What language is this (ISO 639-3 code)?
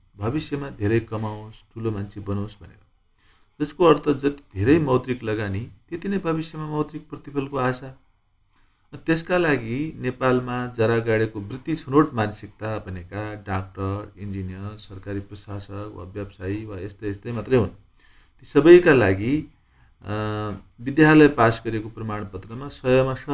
nep